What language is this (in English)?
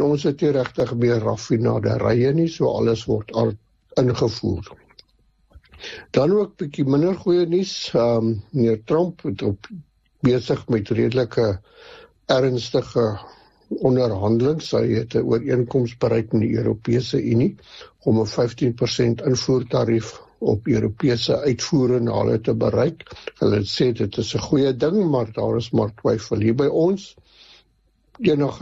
Afrikaans